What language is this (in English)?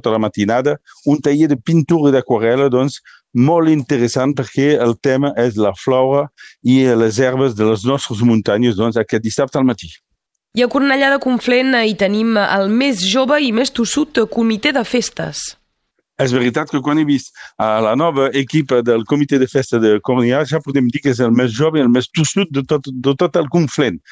Catalan